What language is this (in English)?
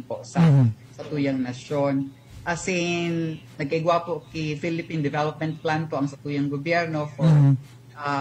Bikol